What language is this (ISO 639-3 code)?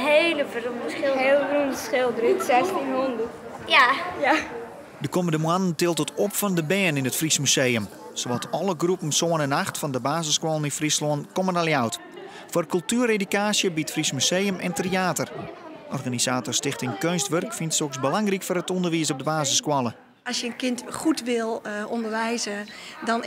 fry